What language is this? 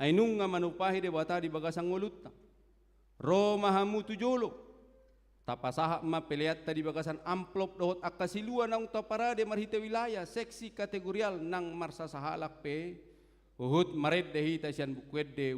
Batak Toba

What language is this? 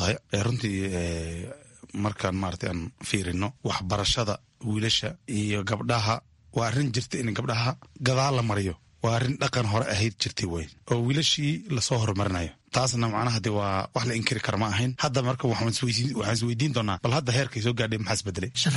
Somali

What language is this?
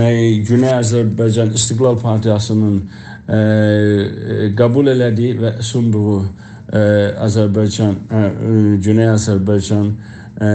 South Azerbaijani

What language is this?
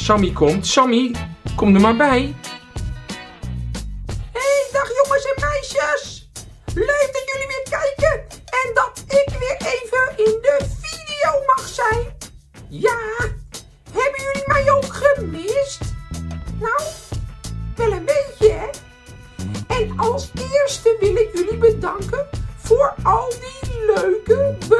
Dutch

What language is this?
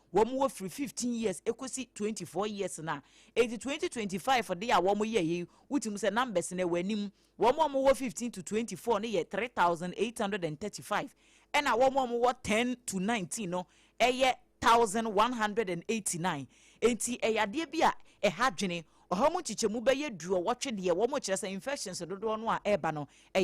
Akan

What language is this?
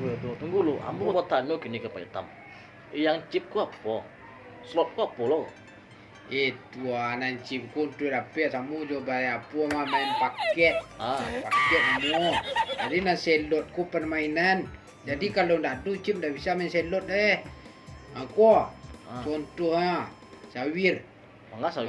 Minangkabau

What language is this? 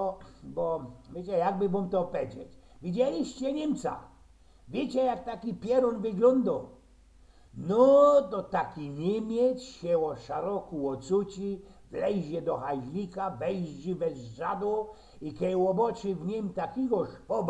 Silesian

